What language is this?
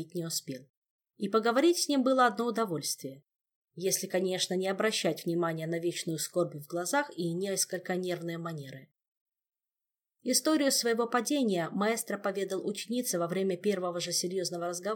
Russian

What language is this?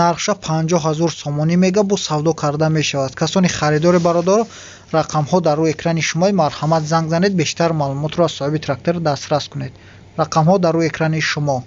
Tajik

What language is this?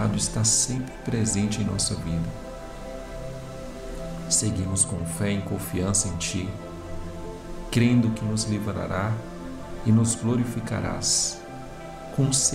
Portuguese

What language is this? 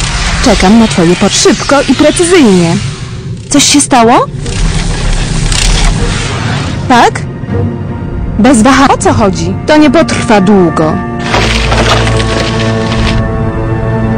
Polish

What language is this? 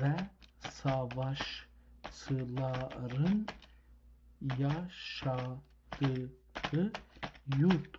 South Azerbaijani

